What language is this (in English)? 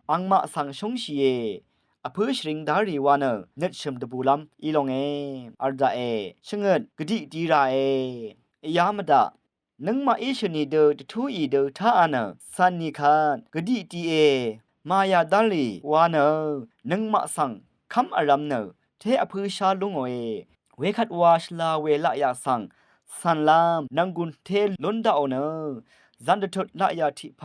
Rawang